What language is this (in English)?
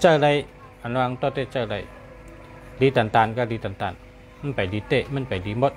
Shan